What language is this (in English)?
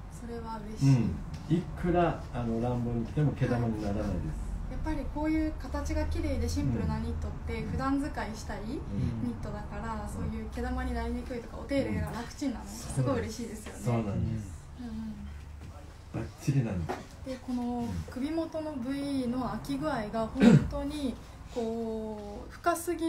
Japanese